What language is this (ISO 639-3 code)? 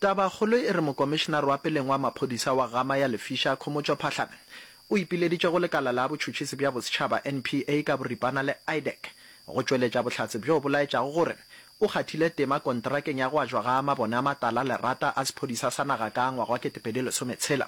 nso